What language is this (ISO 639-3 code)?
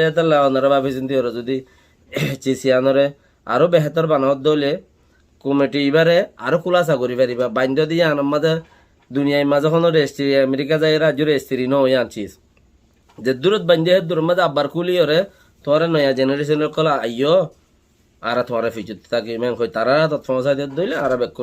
rhg